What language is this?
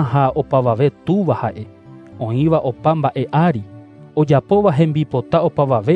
Guarani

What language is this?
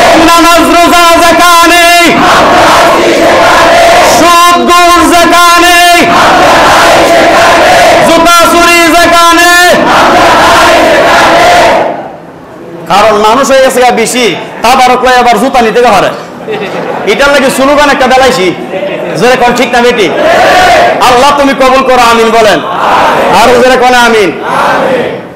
Bangla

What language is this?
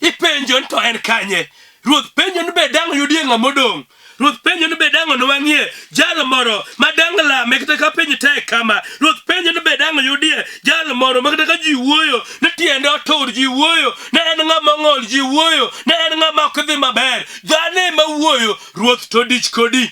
Luo (Kenya and Tanzania)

